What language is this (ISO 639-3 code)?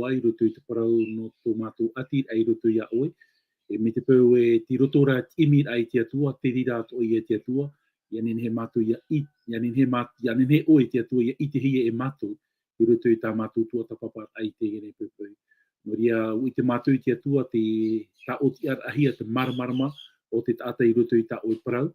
tah